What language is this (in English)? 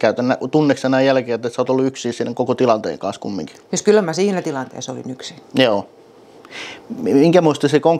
Finnish